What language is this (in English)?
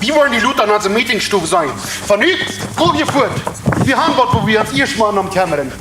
Plautdietsch